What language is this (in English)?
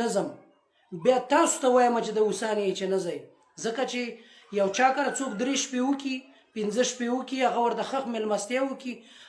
Pashto